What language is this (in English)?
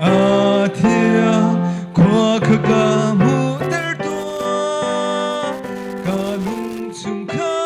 Hakha Chin